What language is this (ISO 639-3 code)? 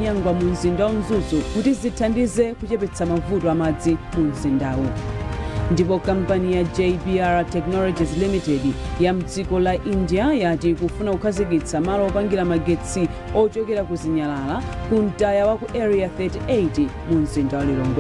nya